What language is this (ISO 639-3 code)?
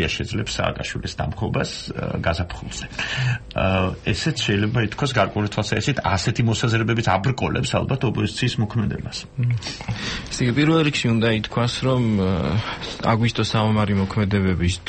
kat